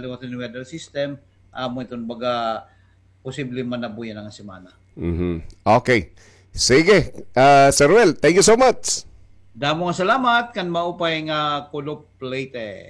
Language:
Waray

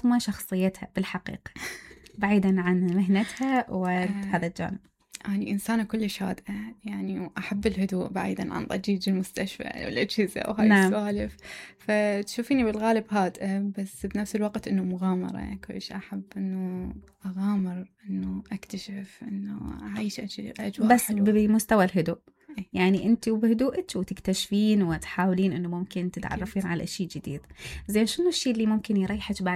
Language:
Mesopotamian Arabic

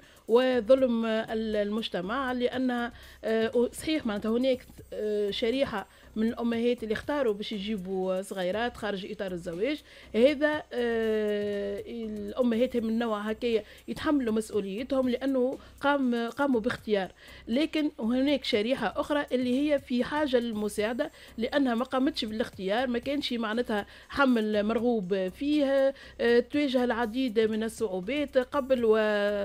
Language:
Tunisian Arabic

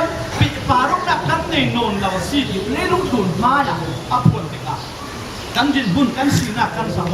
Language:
Falam Chin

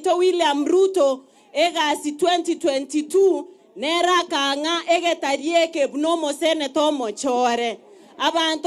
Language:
Gusii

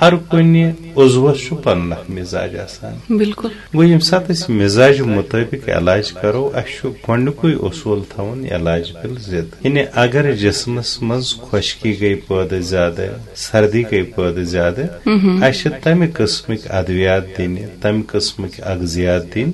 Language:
Kashmiri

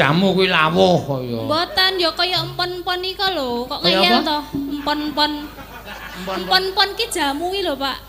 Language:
Javanese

